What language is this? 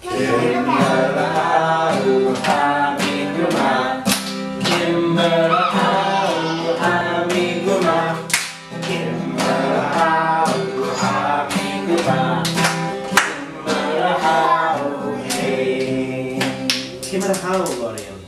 Scottish Gaelic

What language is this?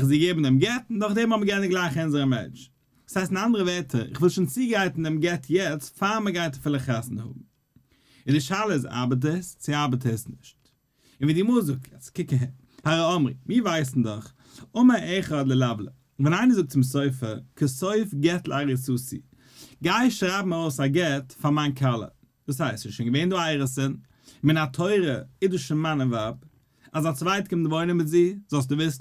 Yiddish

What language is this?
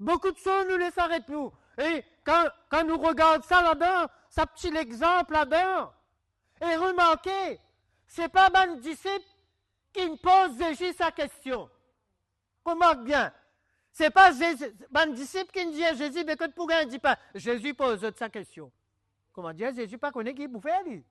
Morisyen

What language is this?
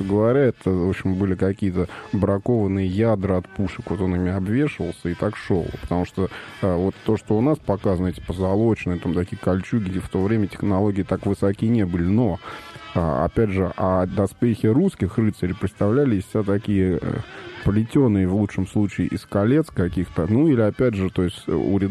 Russian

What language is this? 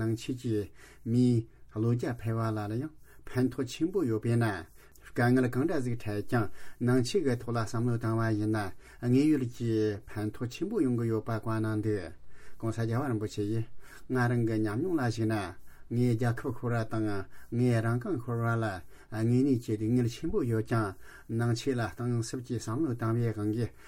Tibetan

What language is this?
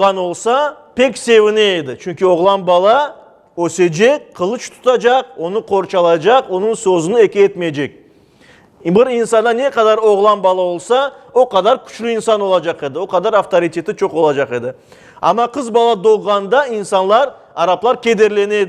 Crimean Tatar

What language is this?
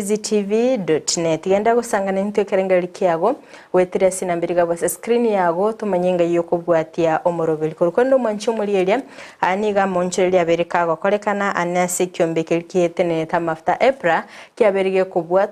Gusii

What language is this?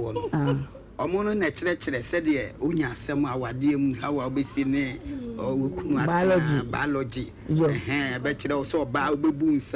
Akan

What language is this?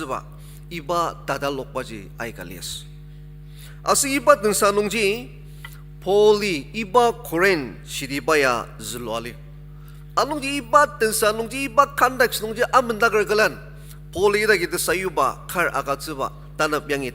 Ao Naga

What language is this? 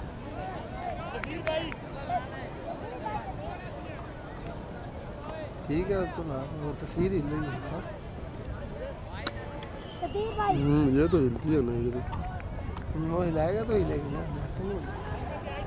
Hindi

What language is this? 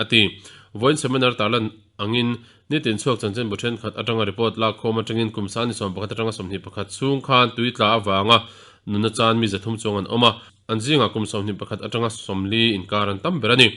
Mizo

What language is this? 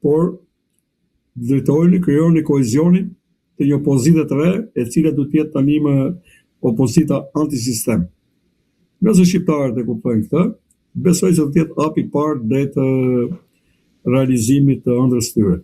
Albanian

